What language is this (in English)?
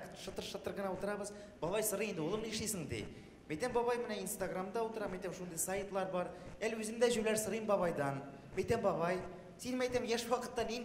Tatar